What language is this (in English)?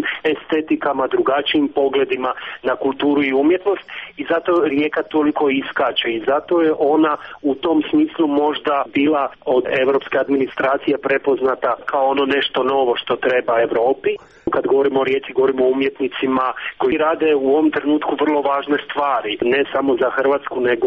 Croatian